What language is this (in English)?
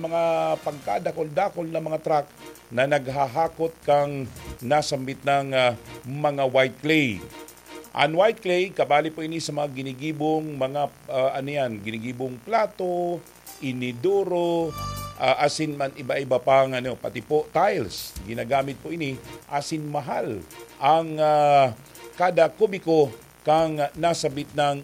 Bikol